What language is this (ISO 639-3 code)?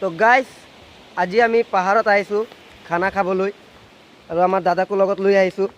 asm